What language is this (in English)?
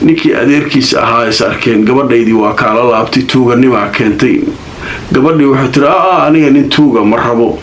Somali